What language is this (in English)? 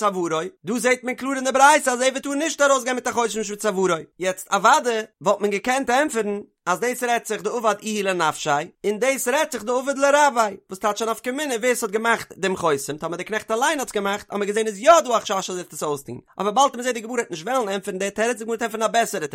Yiddish